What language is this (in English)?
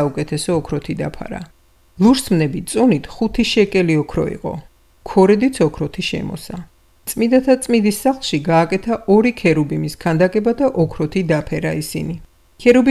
Georgian